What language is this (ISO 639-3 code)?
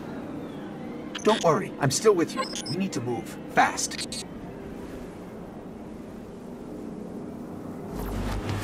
eng